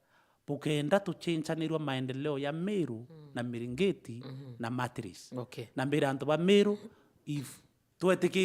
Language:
Meru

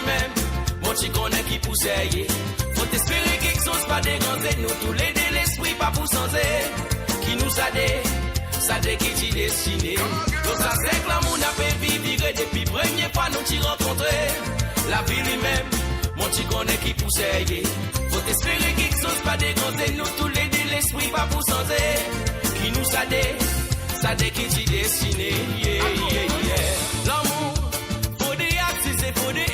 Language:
Morisyen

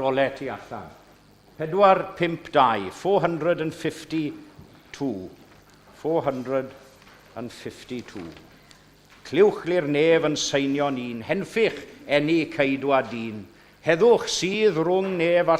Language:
Welsh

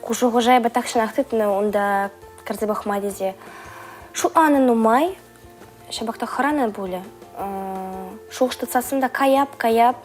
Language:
Chuvash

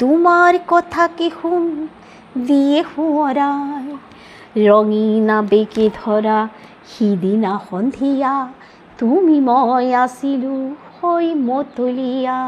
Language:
Assamese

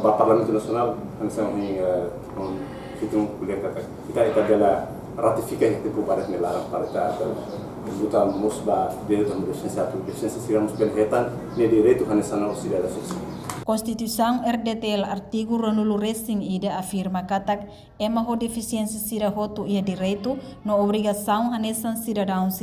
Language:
Tetum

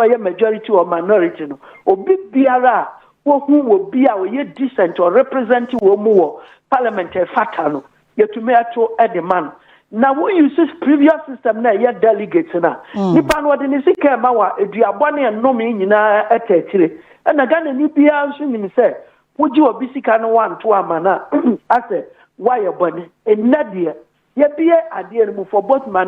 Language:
Akan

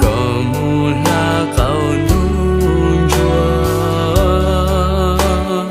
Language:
Hmong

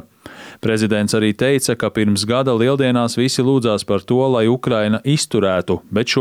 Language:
Latvian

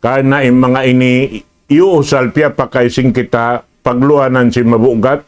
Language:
Tausug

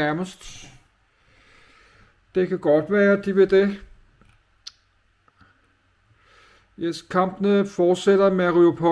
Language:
Danish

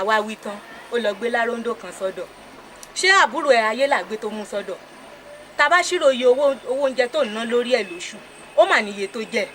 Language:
Yoruba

